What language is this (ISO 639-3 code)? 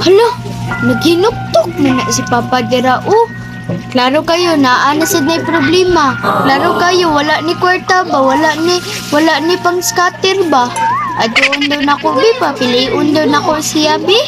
ceb